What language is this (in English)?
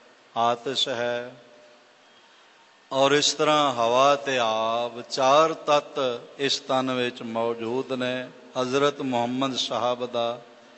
Punjabi